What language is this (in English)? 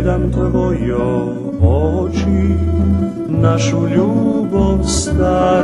Rusyn